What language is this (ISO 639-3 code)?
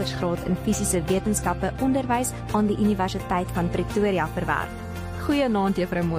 afr